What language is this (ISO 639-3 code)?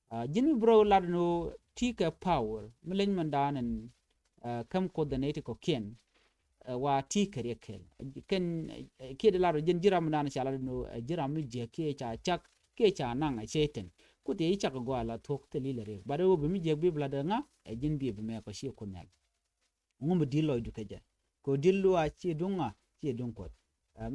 nus